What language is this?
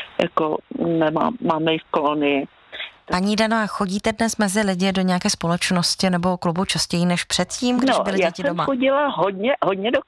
Czech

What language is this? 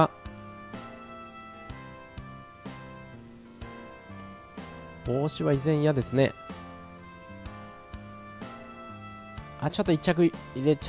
Japanese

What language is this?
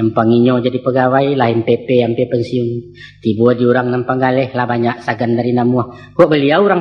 Minangkabau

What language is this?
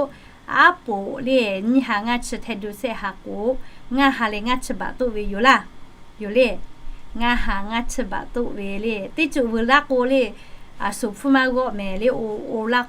Lahu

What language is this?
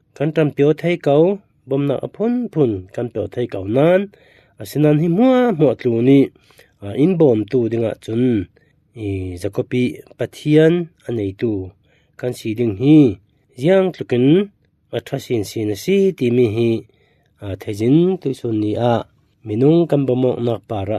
Falam Chin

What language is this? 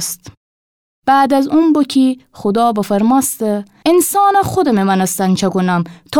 Gilaki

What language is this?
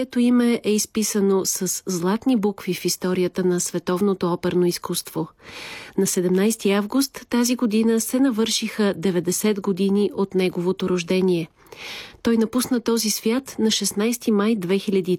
Bulgarian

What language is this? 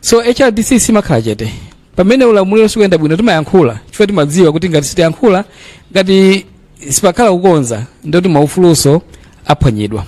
Nyanja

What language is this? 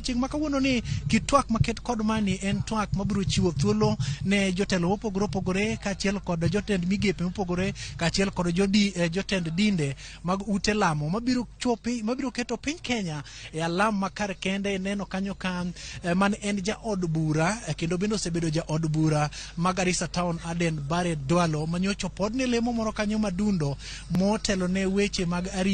Luo (Kenya and Tanzania)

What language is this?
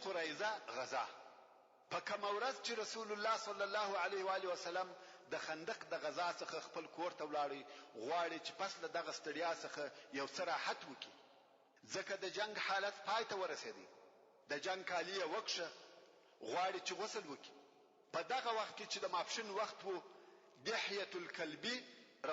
Pashto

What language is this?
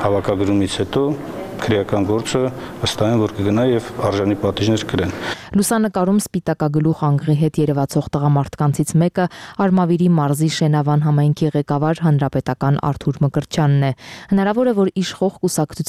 Armenian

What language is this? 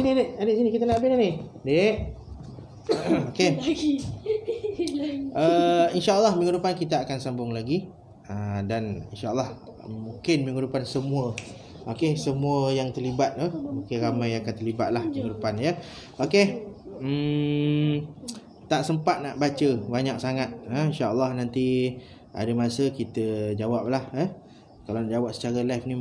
Malay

